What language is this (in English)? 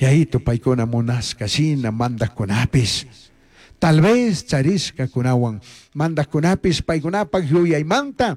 Chimborazo Highland Quichua